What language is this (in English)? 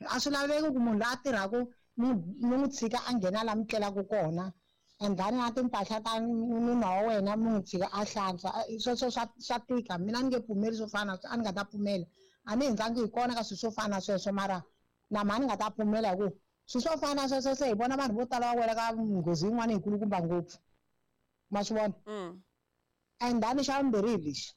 Tsonga